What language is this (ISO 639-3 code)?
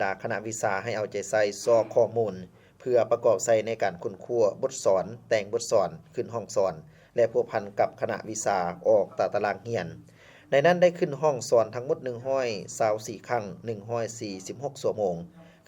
lao